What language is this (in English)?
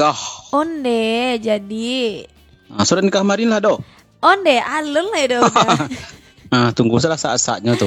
Minangkabau